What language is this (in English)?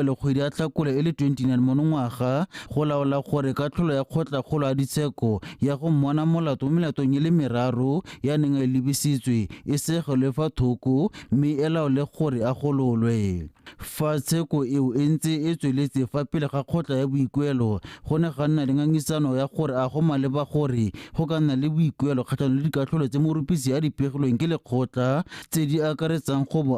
Tswana